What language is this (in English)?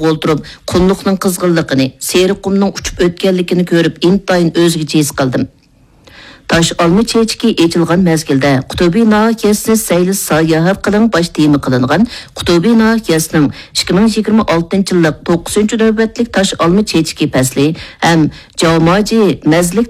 Uyghur